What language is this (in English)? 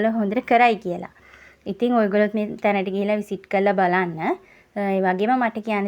Sinhala